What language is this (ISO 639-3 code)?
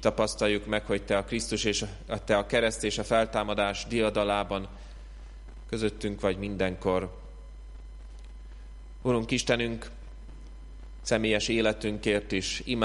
hun